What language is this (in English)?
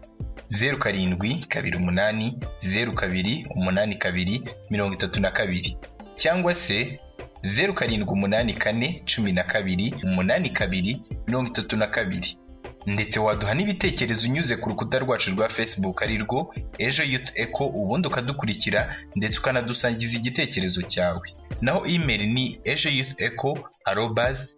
Kinyarwanda